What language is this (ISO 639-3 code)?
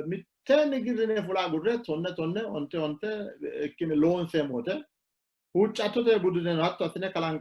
sid